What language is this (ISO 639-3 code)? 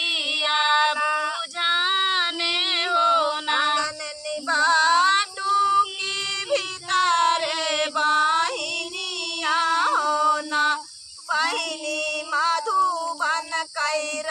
bho